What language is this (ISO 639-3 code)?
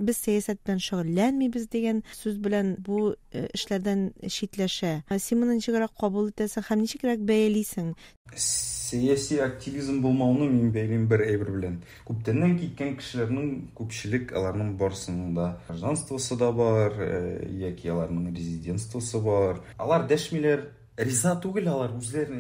tat